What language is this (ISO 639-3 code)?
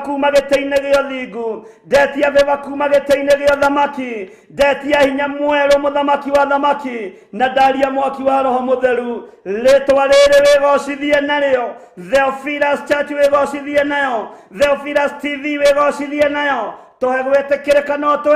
kik